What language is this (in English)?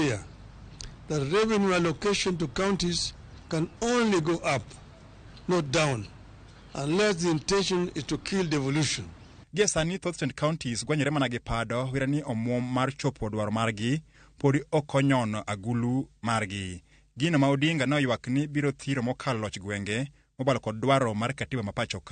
Luo (Kenya and Tanzania)